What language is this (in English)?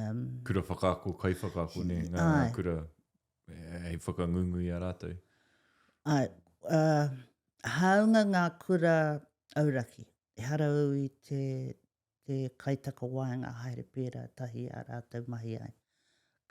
Māori